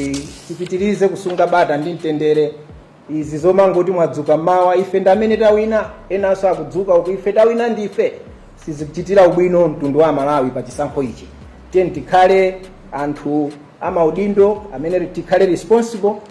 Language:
Nyanja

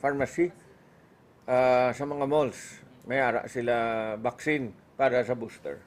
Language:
Hiligaynon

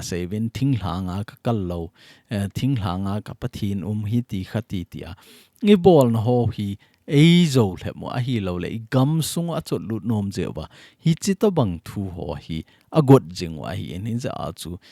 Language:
Thado Chin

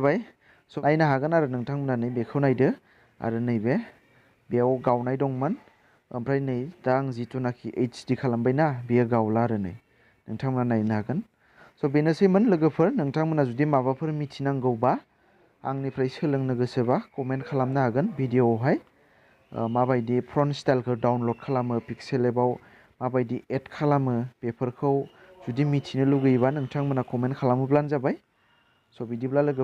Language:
Bodo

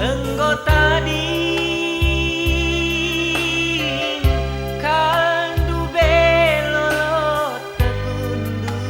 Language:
Batak Karo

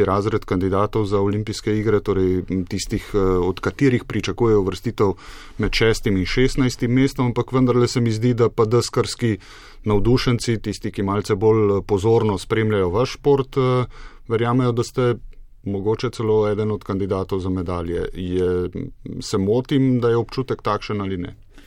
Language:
Slovenian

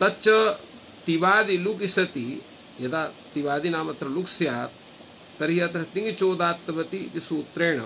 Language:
Sanskrit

